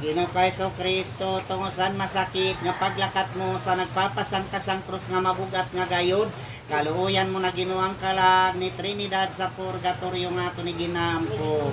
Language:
Waray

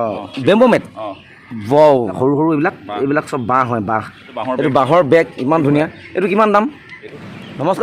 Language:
Assamese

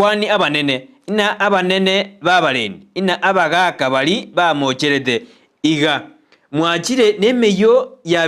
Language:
Gusii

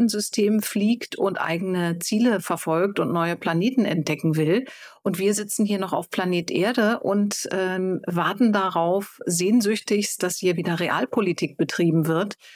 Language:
German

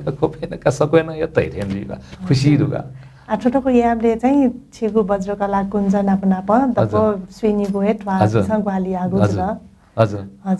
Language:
Newari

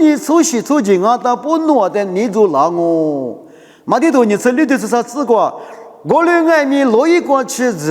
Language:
Lisu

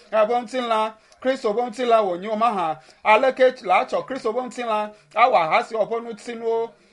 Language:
Ewe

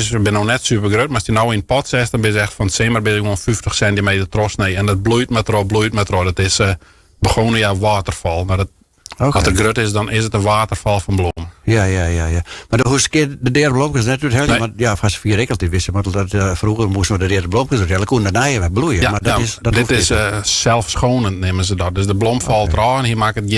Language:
Western Frisian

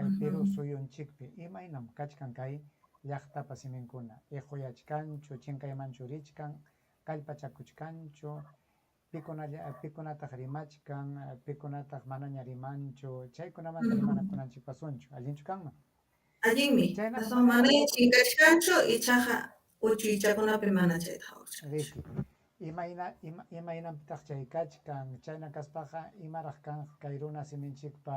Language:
Ayacucho Quechua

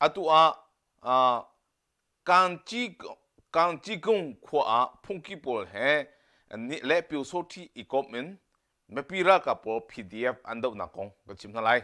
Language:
Hakha Chin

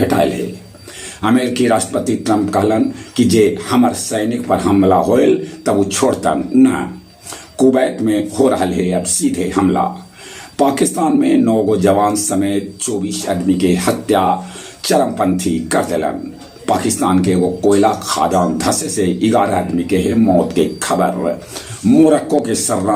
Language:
Magahi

